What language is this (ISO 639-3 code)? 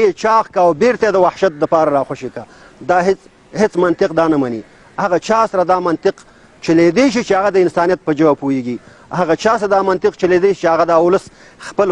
pus